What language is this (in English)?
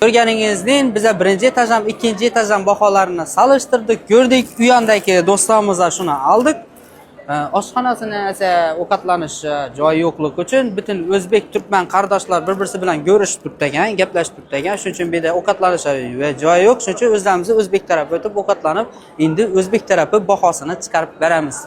Uzbek